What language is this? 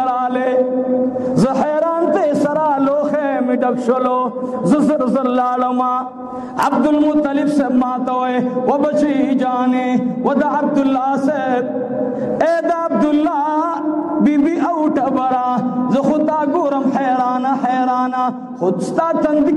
Pashto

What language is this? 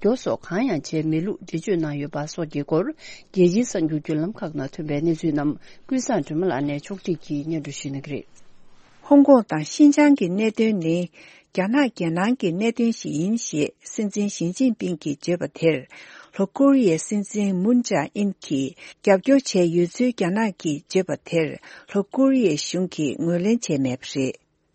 Tibetan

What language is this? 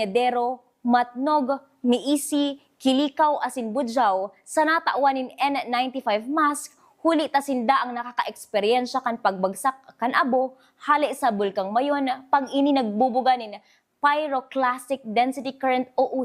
Bikol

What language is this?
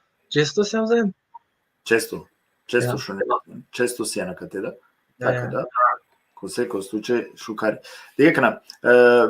Balkan Romani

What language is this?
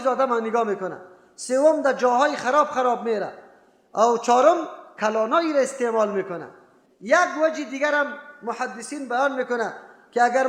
Persian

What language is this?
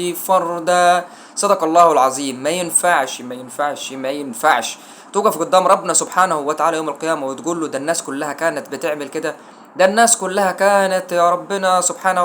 Egyptian Arabic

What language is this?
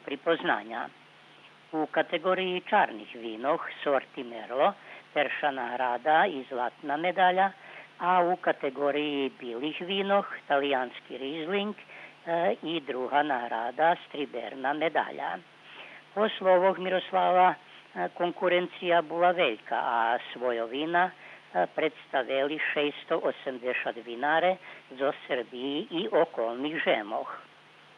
Rusyn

